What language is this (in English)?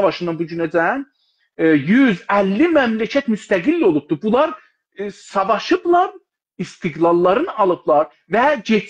South Azerbaijani